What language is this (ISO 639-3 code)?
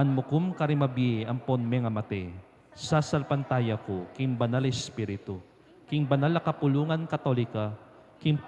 pam